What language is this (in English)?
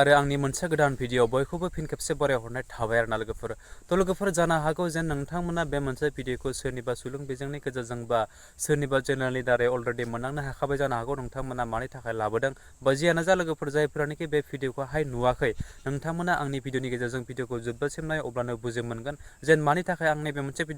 Bodo